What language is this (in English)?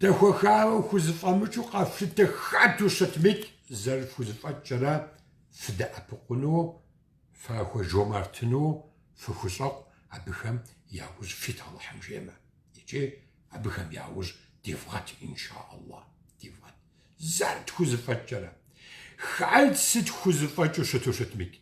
Kabardian